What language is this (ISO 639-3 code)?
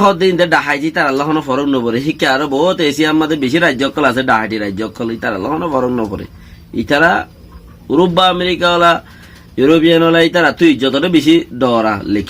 rhg